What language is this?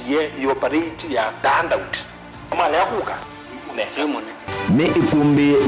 Kamba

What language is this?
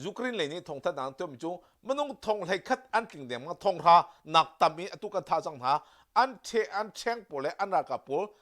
Hakha Chin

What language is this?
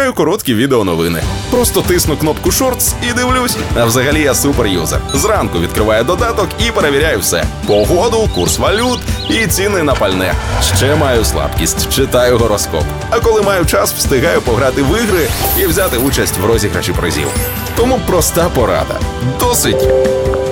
Ukrainian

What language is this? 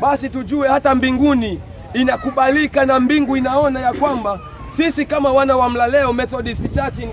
Swahili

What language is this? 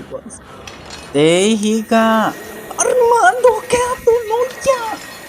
Isthmus-Mecayapan Nahuatl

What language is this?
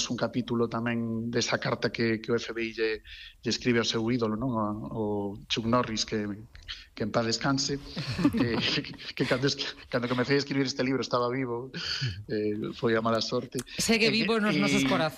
Galician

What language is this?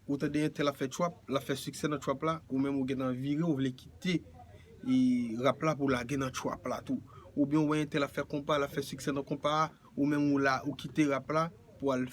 Haitian Creole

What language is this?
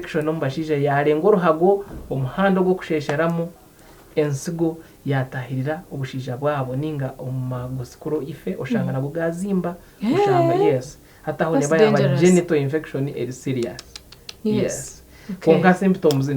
Nyankole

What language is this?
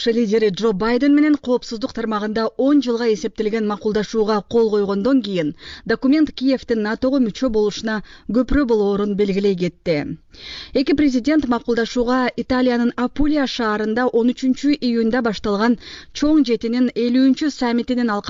Kyrgyz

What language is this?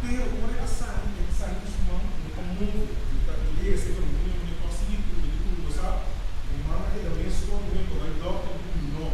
Papiamento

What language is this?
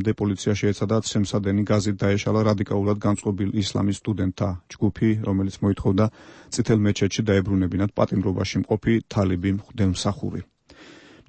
Georgian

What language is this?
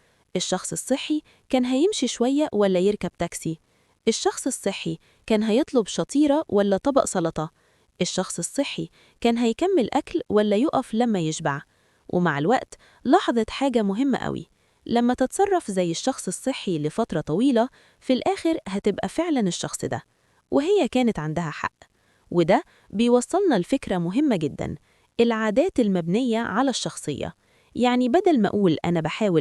Egyptian Arabic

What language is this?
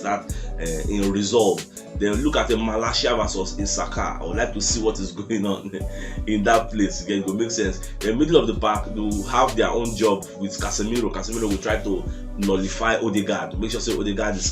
Nigerian Pidgin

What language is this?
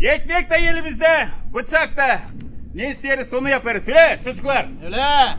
Gagauz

